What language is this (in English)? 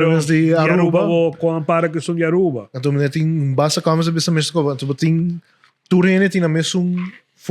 Papiamento